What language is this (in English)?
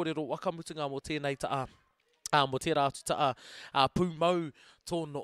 Māori